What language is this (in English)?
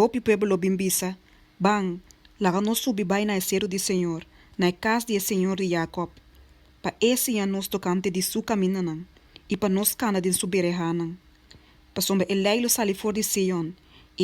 Papiamento